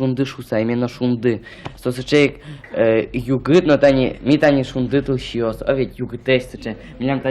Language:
Udmurt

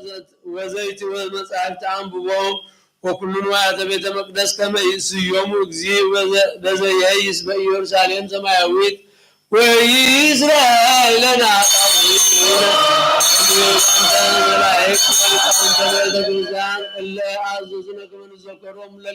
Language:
Geez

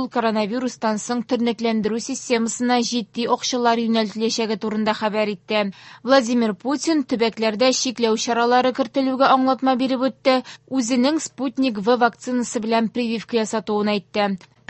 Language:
Tatar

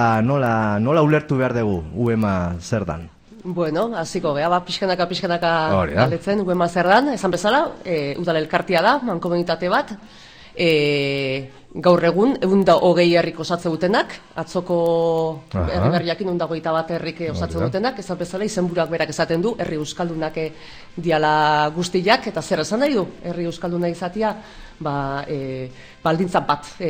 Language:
Basque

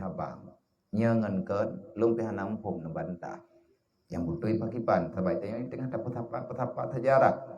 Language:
Achinese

